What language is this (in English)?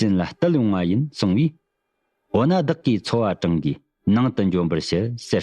Tibetan